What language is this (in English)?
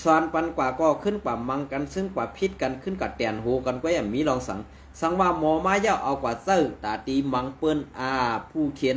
Shan